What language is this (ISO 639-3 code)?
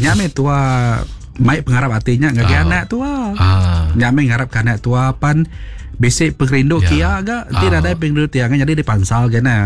iba